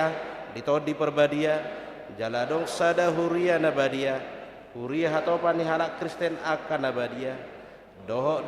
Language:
Batak Toba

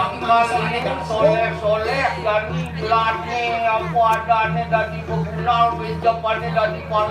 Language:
Balinese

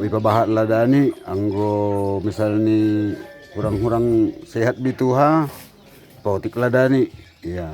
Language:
Batak Simalungun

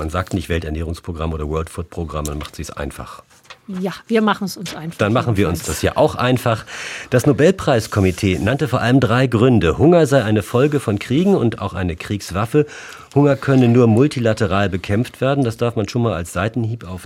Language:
German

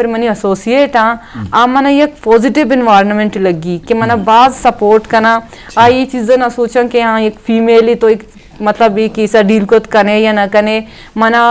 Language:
Eastern Balochi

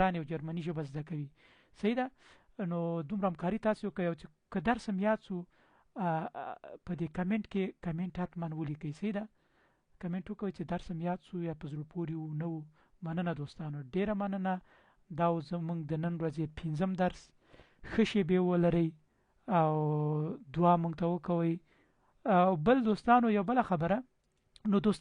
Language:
Pashto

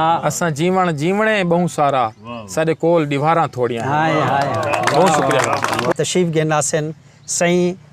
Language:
Saraiki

